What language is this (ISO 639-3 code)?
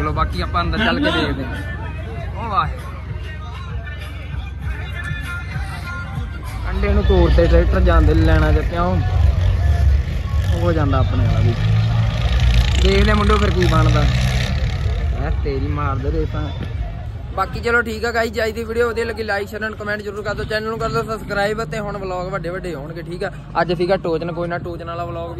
pan